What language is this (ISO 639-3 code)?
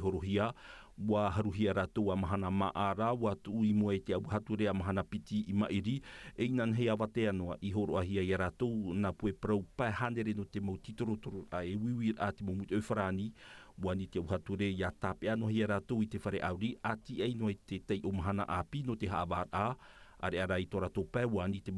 tah